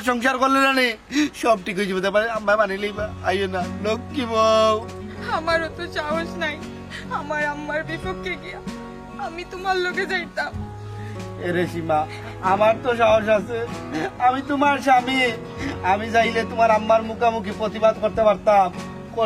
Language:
Sylheti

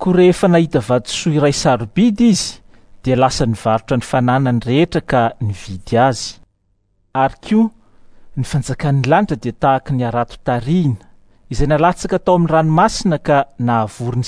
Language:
Malagasy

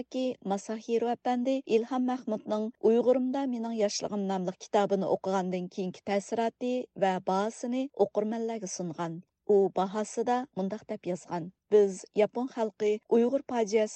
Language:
Uyghur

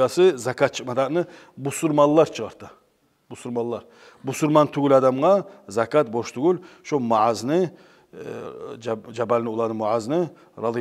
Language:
Kumyk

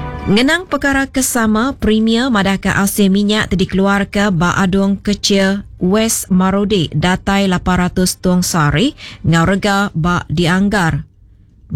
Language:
Iban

